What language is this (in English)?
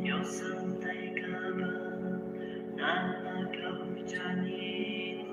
Aymara